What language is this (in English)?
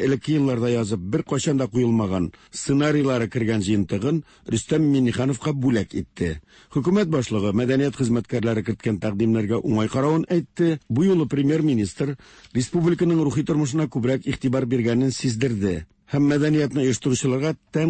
Tatar